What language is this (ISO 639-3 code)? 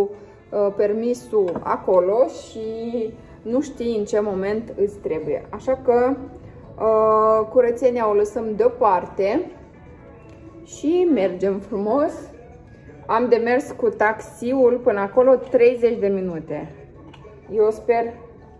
ron